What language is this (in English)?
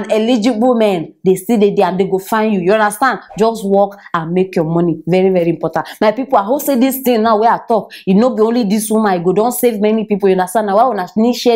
Nigerian Pidgin